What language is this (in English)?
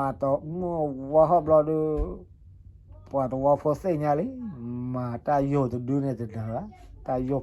S'gaw Karen